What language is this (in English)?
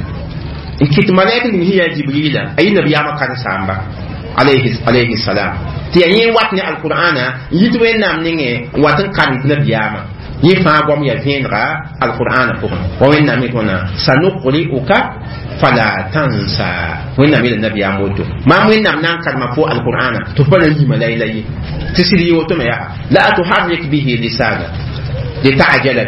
Mossi